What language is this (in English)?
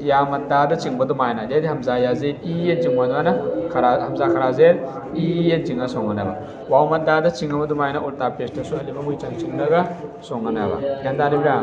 Manipuri